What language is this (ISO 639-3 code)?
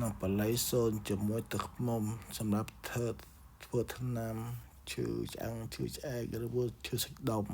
khm